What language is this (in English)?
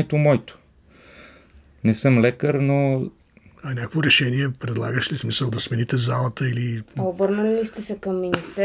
Bulgarian